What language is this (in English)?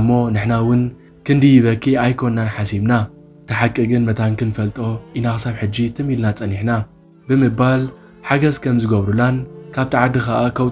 Tigrinya